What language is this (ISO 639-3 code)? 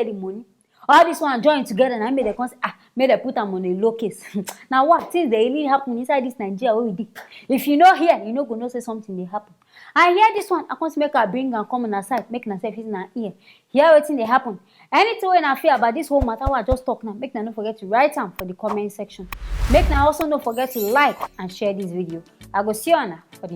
pcm